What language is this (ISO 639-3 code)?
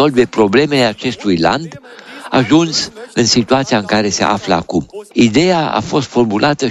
ron